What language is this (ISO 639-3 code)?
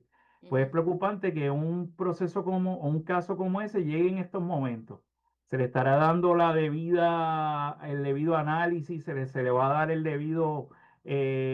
spa